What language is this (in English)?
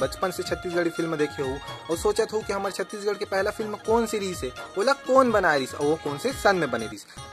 Chhattisgarhi